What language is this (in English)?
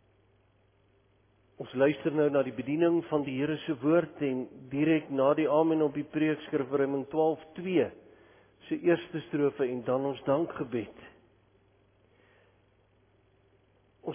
Afrikaans